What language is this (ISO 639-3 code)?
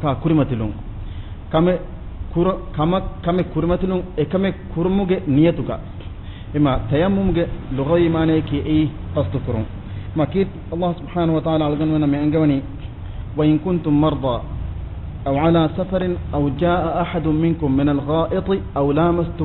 div